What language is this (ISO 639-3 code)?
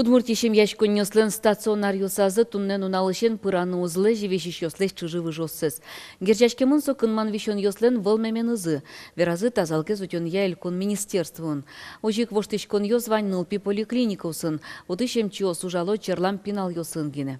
udm